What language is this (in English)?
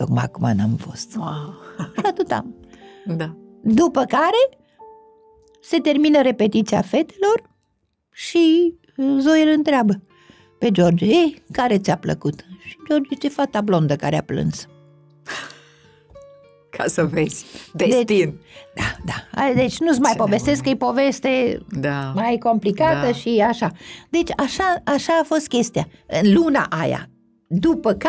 Romanian